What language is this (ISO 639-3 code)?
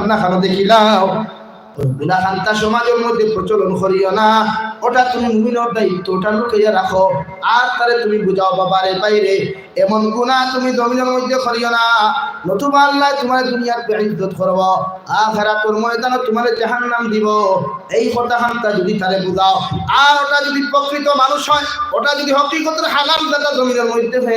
syl